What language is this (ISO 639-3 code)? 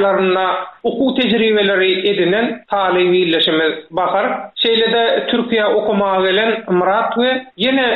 tuk